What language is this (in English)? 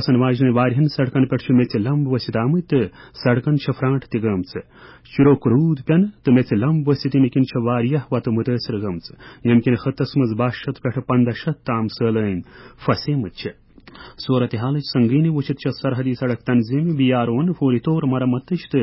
Kashmiri